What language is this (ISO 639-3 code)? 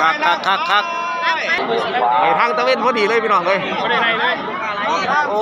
lao